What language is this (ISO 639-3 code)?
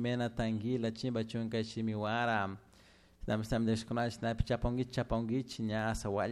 qug